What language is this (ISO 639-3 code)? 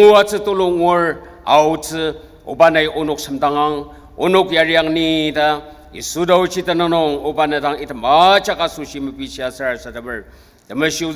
njo